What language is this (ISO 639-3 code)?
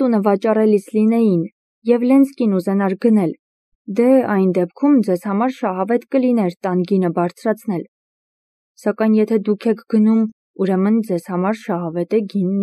hye